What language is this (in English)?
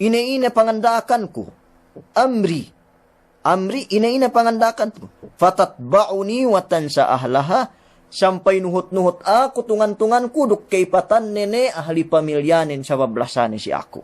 Yakan